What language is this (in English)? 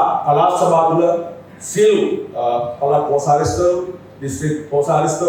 Sinhala